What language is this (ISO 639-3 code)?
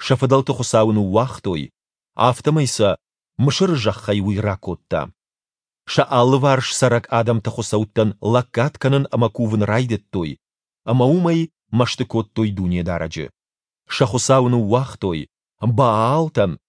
oss